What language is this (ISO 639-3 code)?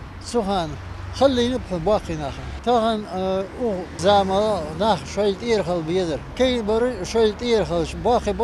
inh